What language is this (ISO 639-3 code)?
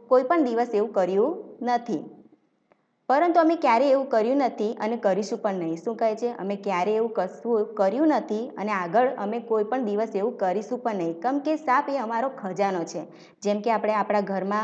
guj